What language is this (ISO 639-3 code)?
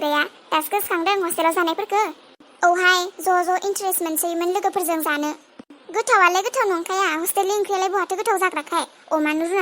brx